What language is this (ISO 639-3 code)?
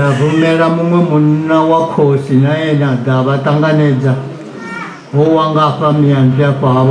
ven